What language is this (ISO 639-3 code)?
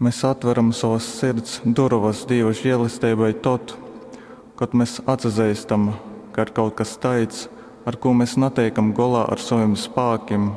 ltg